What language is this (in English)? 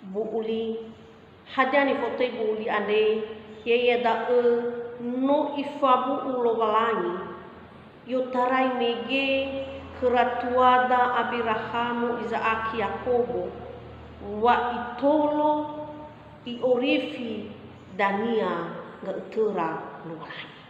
Nias